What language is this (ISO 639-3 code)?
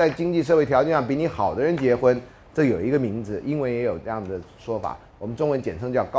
zho